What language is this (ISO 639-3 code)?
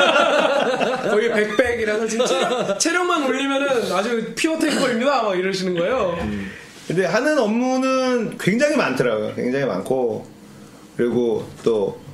kor